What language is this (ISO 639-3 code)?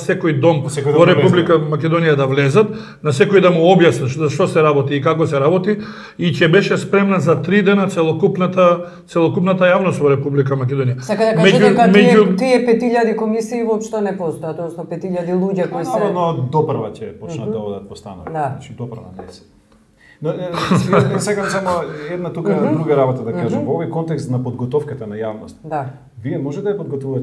mkd